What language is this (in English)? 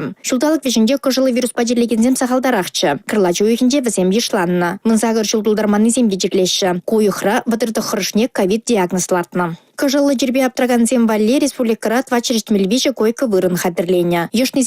Chuvash